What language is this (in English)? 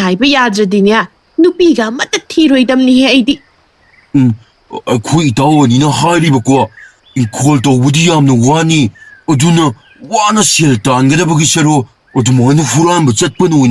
Manipuri